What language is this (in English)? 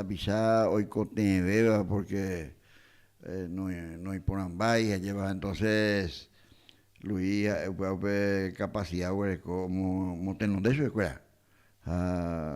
Guarani